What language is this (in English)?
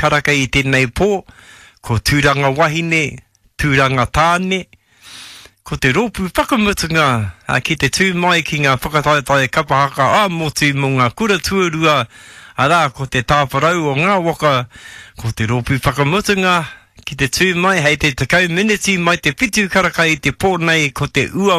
Māori